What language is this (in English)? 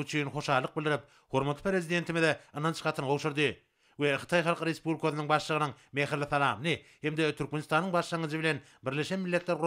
Turkmen